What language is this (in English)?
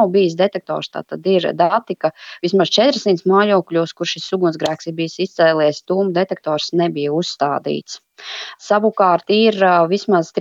Latvian